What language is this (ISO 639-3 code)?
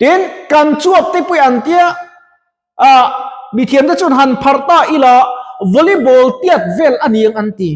lus